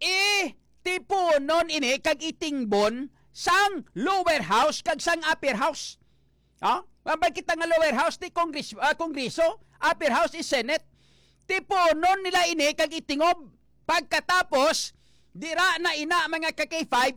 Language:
Hiligaynon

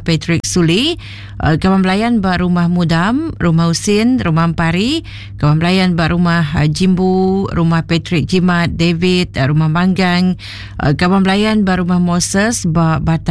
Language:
Iban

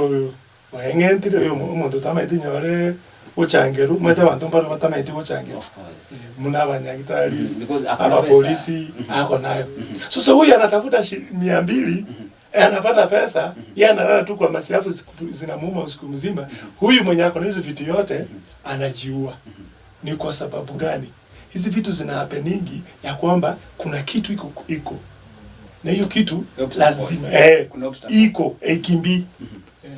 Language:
Gusii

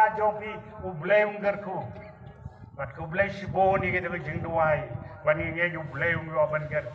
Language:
Khasi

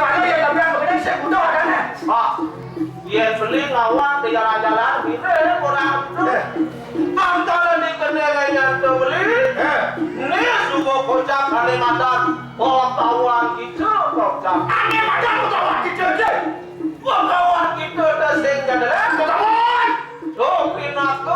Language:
Balinese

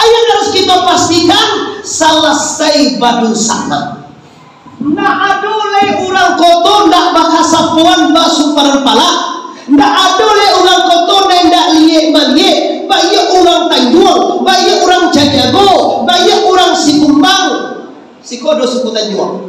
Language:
Minangkabau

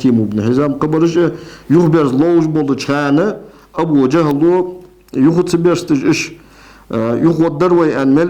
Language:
Ingush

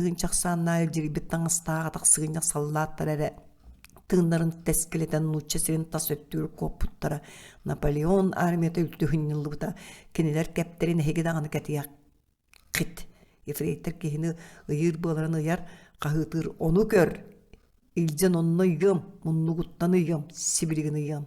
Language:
Yakut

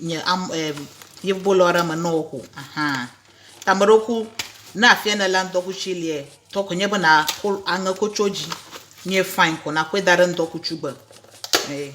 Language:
Ewe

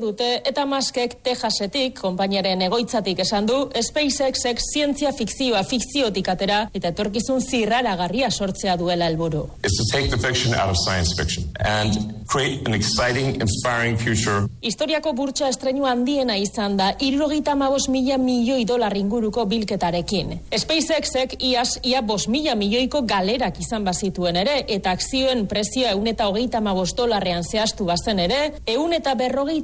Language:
Basque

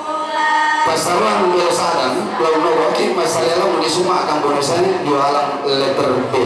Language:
Toraja-Sa'dan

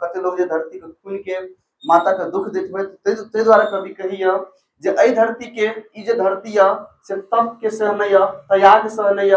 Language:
Maithili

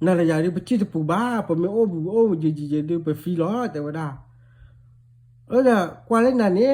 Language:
S'gaw Karen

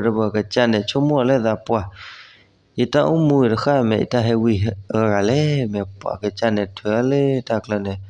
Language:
S'gaw Karen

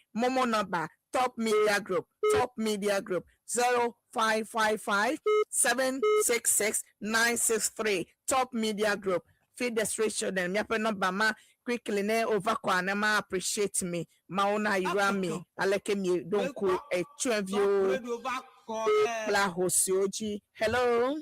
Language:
Ewe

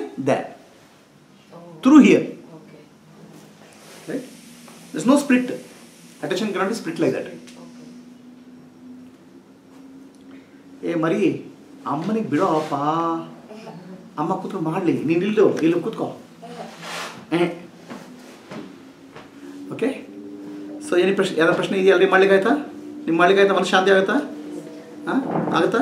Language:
Kannada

